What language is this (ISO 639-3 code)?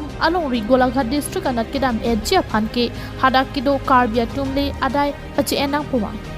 mjw